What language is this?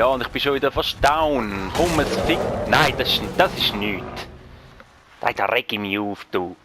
Swiss German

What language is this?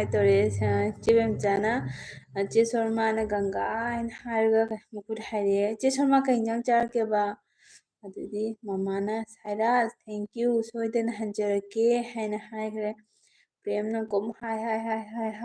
Manipuri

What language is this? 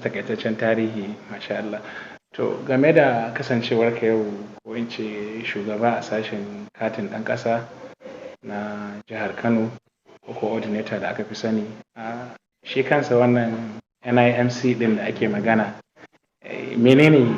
Hausa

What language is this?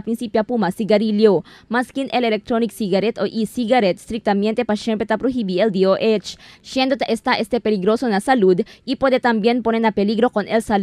Chavacano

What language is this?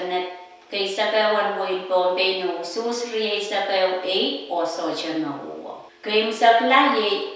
Pohnpeian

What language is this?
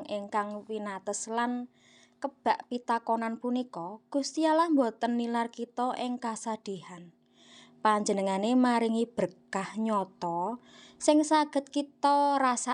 Javanese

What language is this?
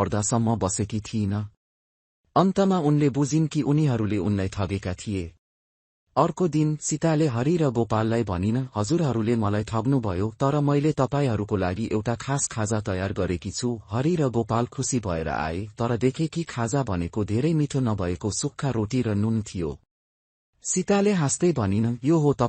Nepali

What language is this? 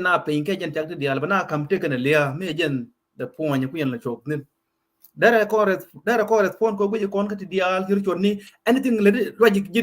Nuer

